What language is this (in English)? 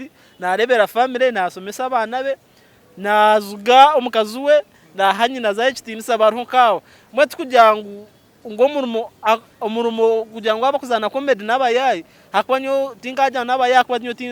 Nyankole